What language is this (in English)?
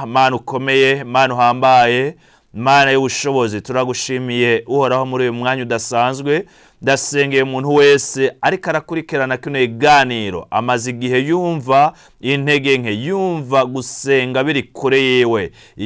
Rundi